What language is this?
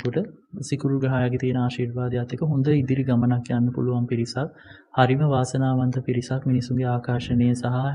Sinhala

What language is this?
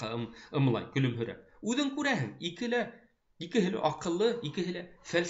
Bashkir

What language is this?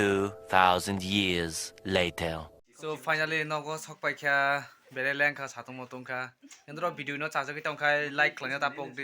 Kok Borok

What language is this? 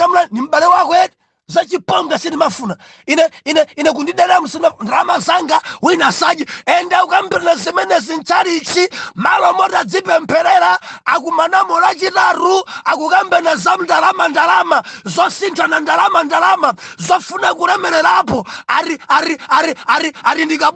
Nyanja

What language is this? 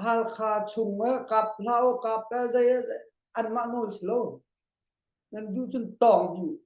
Hakha Chin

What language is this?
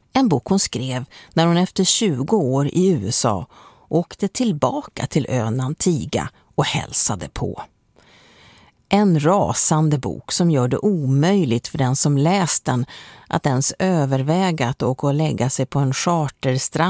Swedish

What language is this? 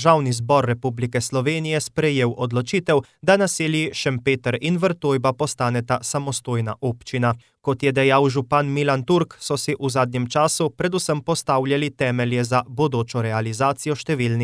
Slovenian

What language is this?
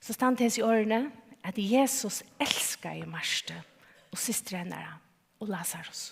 Faroese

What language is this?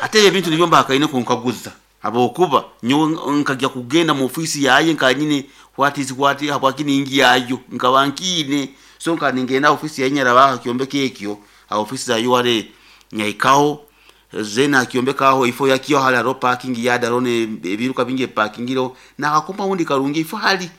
Nyankole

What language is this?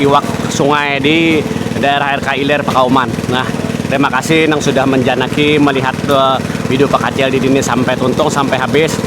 Banjar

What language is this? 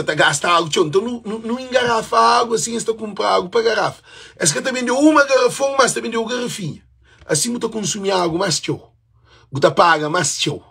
Kabuverdianu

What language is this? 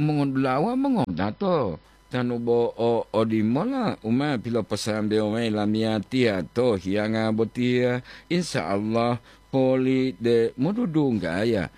Gorontalo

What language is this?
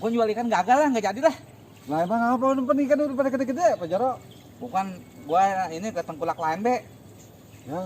Betawi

